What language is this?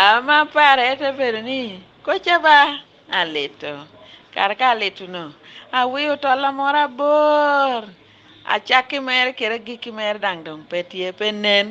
Lango (Uganda)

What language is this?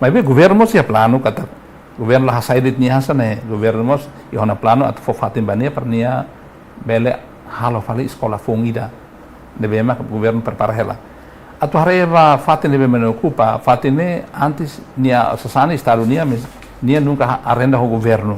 Tetum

